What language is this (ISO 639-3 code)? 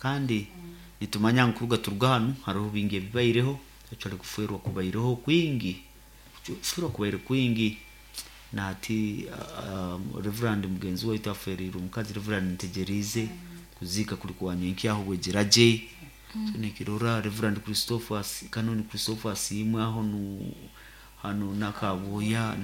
nyo